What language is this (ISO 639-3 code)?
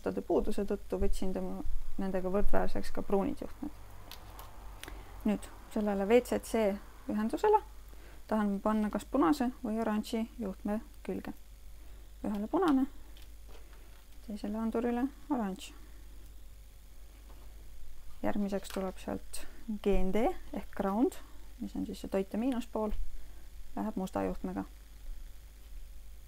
est